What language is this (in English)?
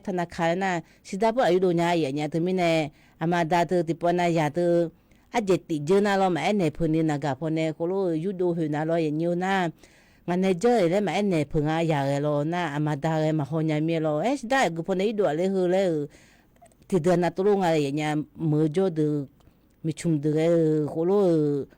Akha